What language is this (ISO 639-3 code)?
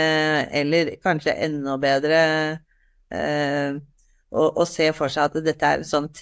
nor